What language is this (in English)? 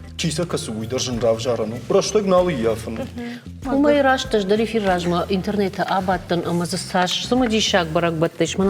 Ossetic